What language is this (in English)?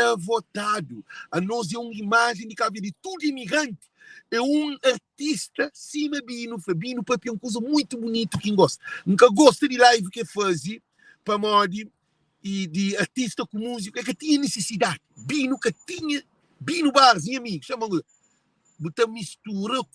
Kabuverdianu